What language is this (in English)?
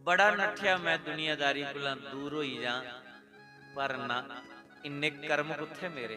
Dogri